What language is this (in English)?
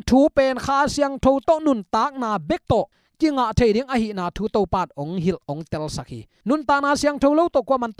Tedim Chin